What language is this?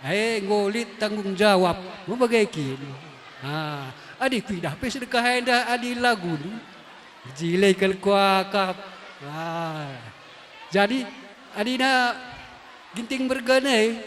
Batak Karo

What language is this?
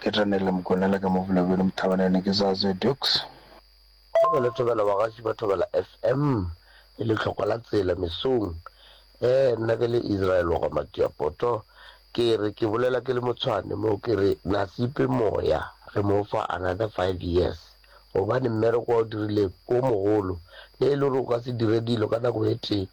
Northern Sotho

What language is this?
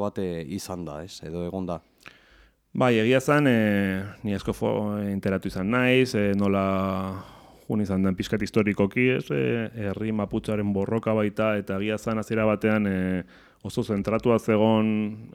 Basque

